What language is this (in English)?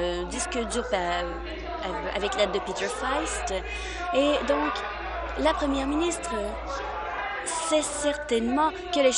French